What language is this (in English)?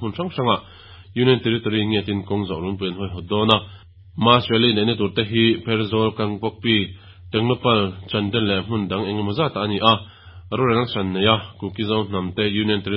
Mizo